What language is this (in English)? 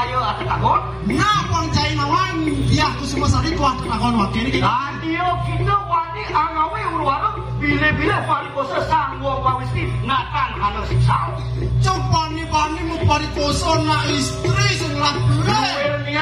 Balinese